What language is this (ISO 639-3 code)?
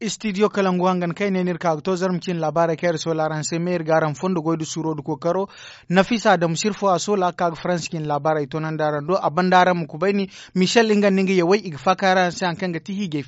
dje